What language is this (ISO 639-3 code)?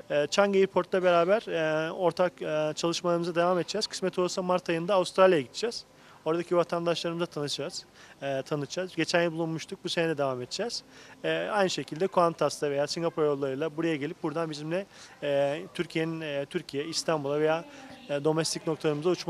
tur